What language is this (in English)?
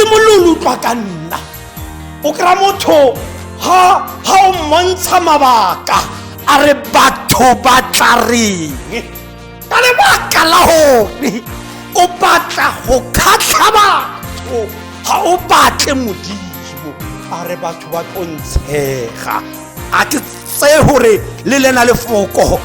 Tswana